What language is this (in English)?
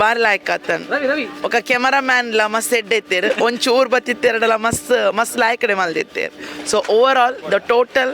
Tulu